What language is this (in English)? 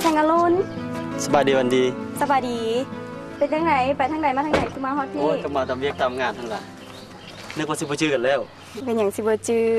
Lao